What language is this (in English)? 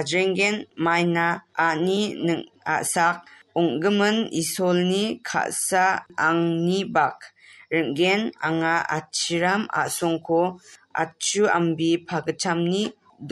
Garo